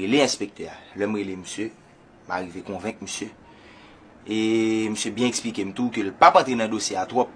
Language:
Haitian Creole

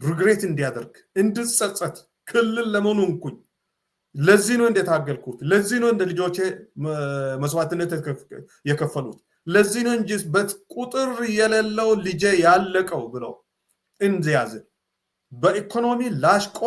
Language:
Amharic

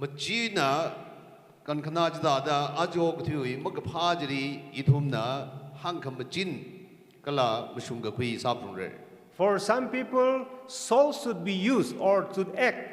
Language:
Tangkhul Naga (India)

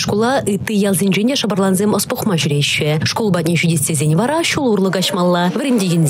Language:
Chuvash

